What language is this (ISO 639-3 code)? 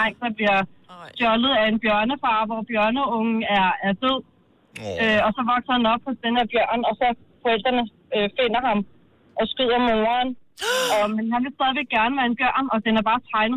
dan